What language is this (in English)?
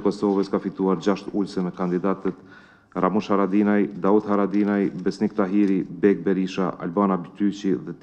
Albanian